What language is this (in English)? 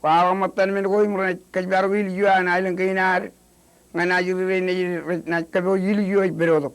Marshallese